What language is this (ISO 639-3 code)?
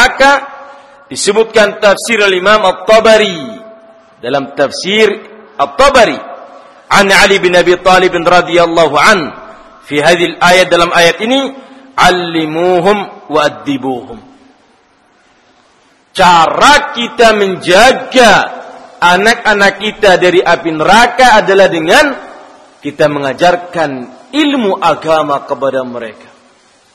ind